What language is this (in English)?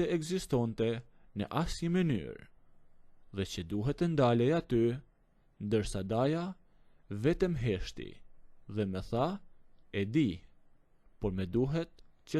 Albanian